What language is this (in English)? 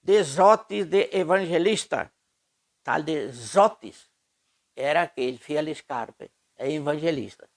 Venetian